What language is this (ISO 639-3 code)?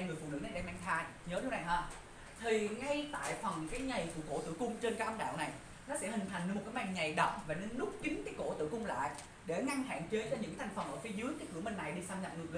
vie